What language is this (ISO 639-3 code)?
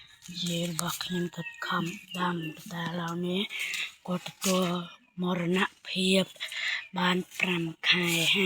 khm